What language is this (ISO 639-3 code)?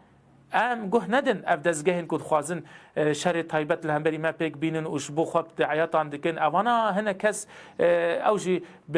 kur